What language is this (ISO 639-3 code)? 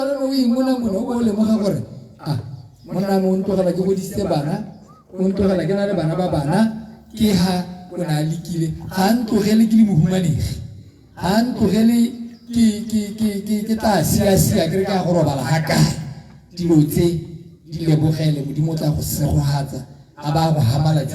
tsn